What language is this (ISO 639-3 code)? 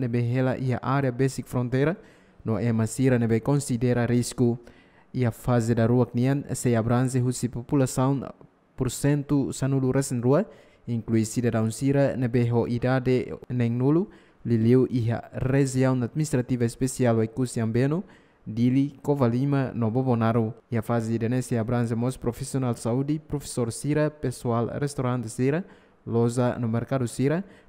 tet